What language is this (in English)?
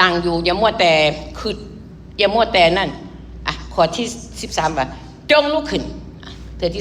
Lao